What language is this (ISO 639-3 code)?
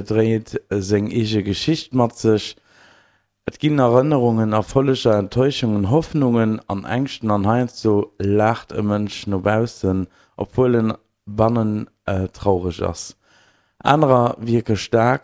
ltz